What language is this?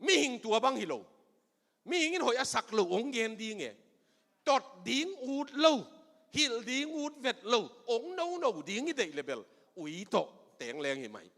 Tedim Chin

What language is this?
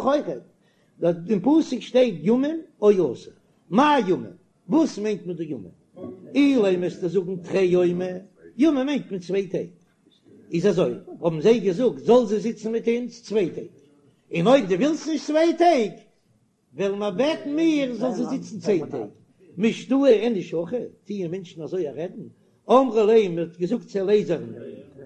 Yiddish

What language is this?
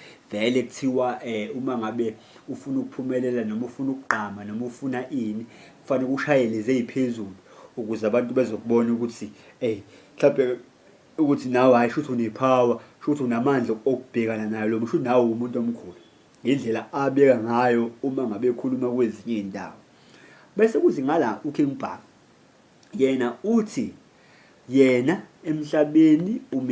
Zulu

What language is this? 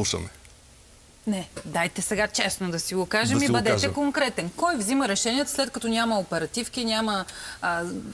Bulgarian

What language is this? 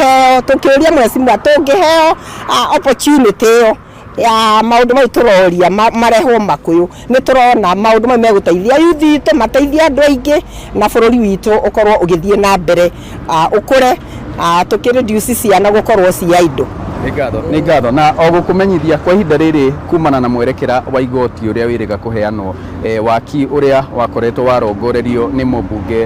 Kikuyu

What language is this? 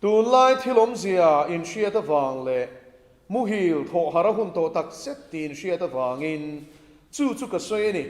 Mizo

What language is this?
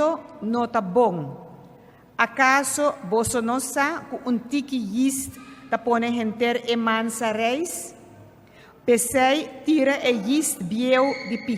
Papiamento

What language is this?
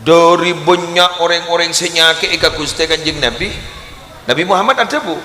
Madurese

